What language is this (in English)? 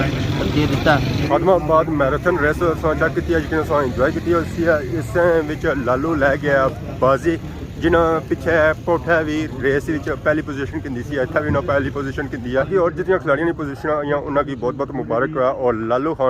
Pahari-Potwari